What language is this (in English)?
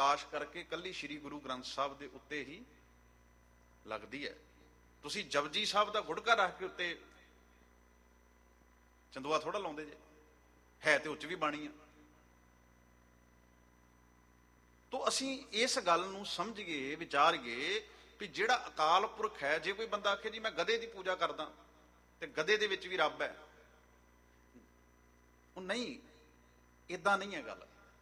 Punjabi